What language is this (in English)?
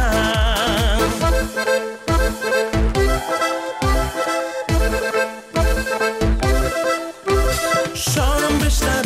Kazakh